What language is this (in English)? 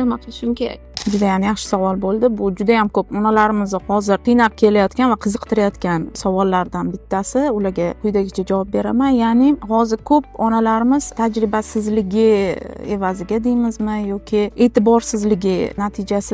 Uzbek